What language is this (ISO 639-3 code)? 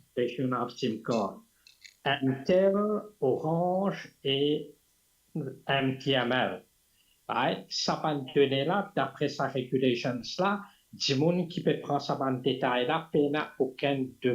mfe